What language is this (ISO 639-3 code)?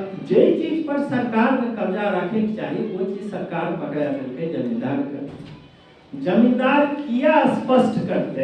mai